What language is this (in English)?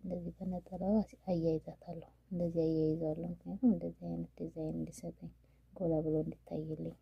Amharic